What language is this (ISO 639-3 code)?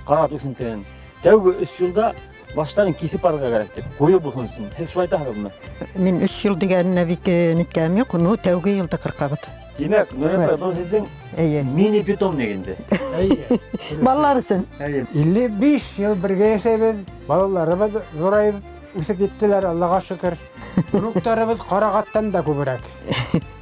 bak